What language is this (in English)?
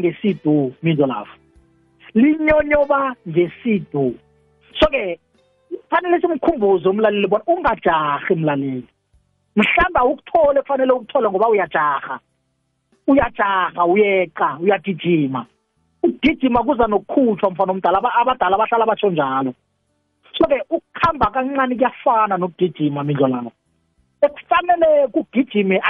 South Ndebele